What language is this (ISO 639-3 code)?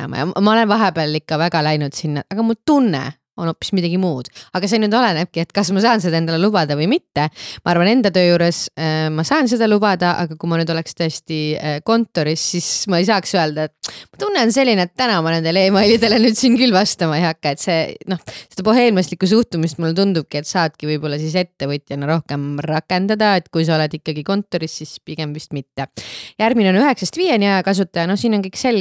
est